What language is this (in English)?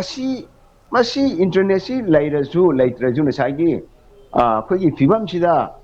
Manipuri